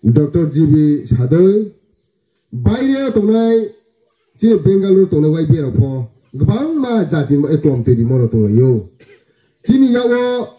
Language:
Riang (India)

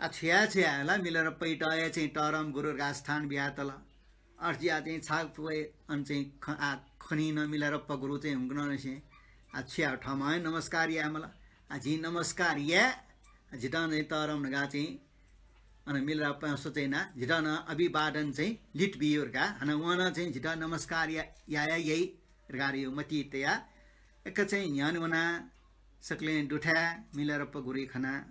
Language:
Newari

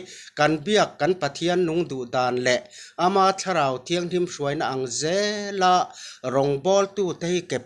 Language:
Mizo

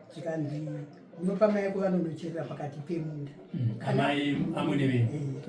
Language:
Shona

